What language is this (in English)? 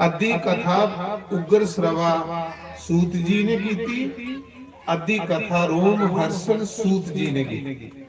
Dogri